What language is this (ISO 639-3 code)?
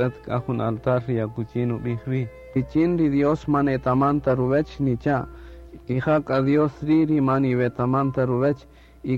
cak